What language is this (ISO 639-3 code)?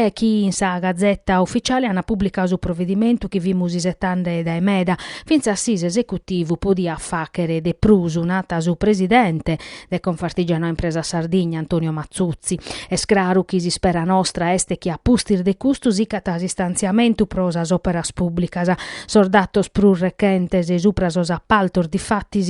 srd